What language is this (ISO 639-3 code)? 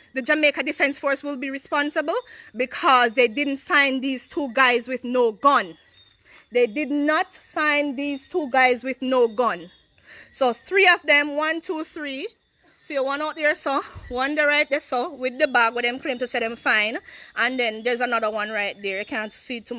jam